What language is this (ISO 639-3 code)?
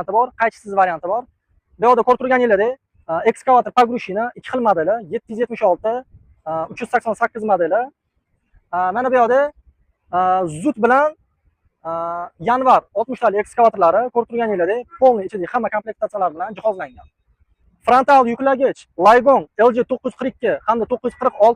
uzb